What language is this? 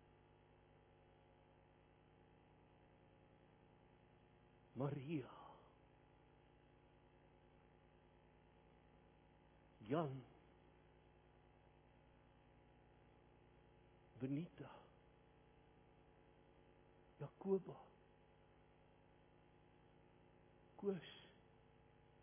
Afrikaans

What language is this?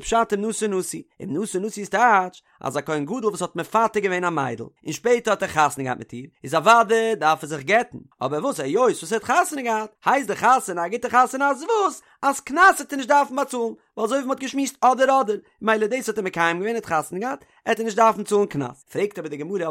Yiddish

